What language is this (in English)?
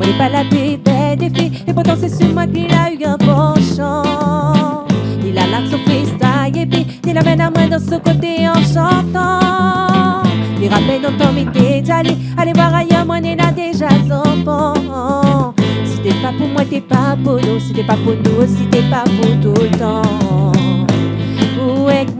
Réunion Creole French